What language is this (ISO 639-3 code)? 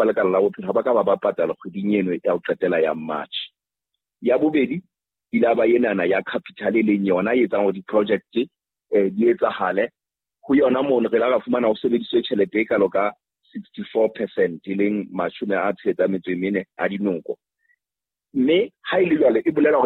sot